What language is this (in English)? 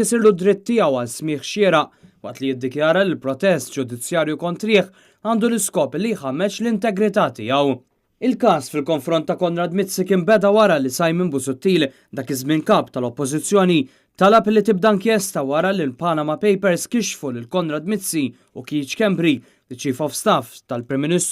Maltese